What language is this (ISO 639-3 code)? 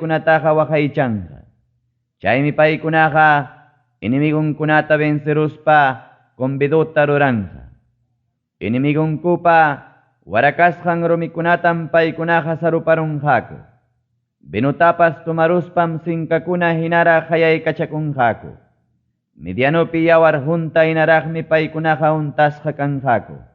quy